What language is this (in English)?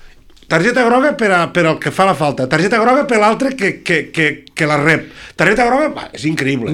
Catalan